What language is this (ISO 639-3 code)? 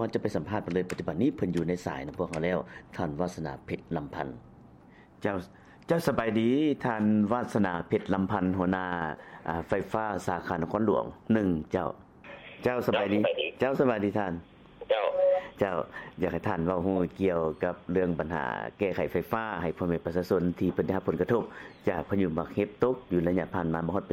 lao